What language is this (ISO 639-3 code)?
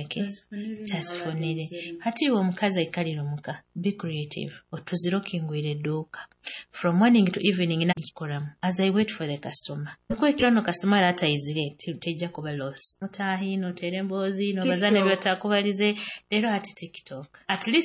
nyo